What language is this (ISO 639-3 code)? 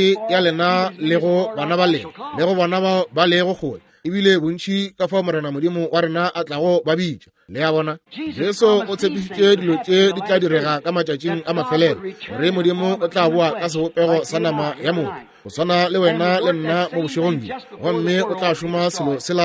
nso